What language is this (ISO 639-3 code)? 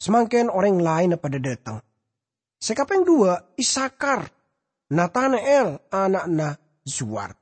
mad